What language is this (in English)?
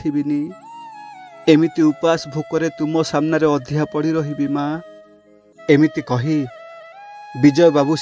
Odia